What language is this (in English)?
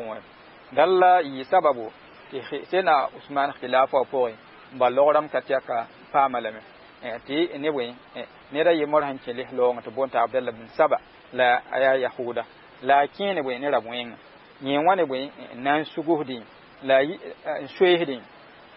Mossi